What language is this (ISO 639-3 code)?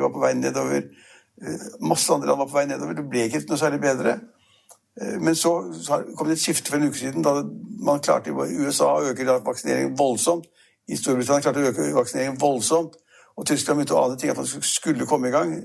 nor